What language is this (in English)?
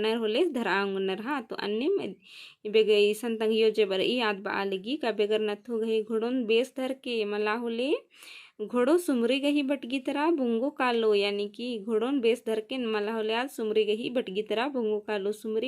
Kurukh